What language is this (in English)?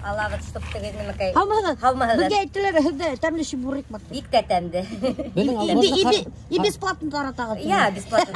Bashkir